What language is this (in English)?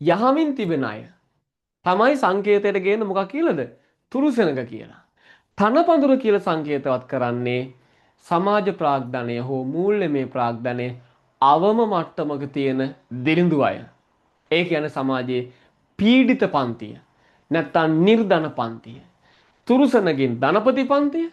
Sinhala